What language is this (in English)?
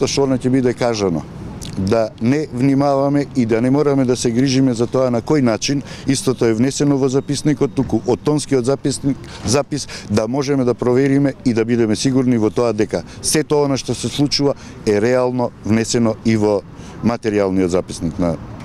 Macedonian